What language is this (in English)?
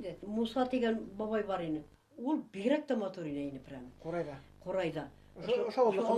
Bashkir